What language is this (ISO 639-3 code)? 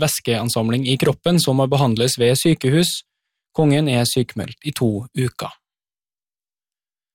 nor